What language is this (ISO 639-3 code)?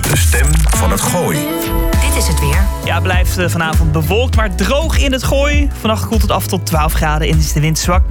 nld